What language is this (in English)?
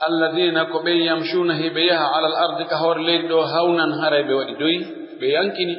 Pular